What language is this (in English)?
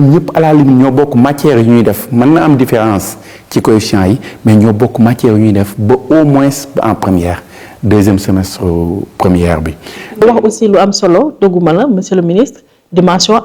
Wolof